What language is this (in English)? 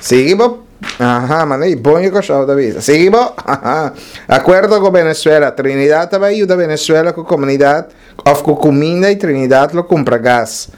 Papiamento